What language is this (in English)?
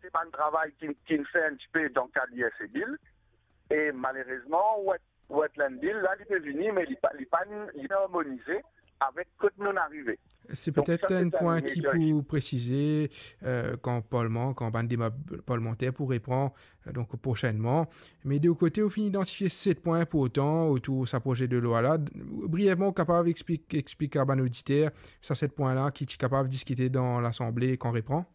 Morisyen